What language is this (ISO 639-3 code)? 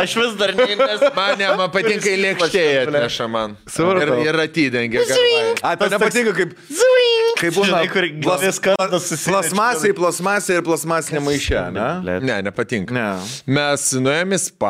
lit